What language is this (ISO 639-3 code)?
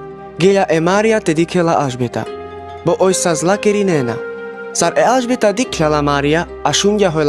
rmc